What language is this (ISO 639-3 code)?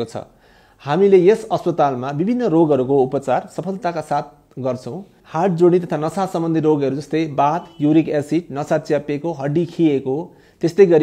nep